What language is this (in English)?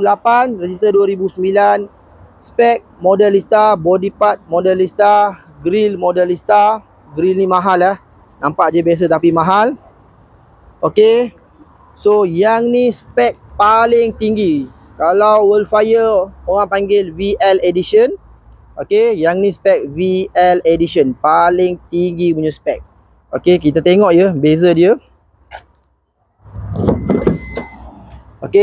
Malay